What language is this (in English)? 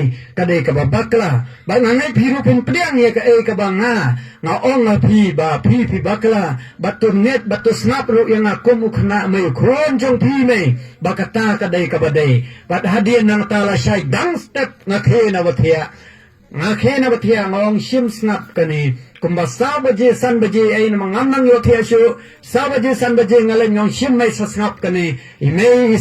Khasi